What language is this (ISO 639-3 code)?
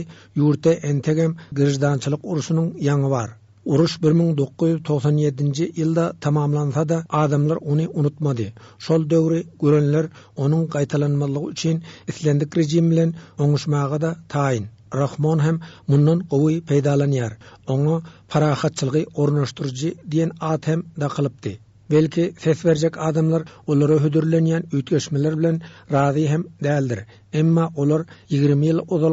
tuk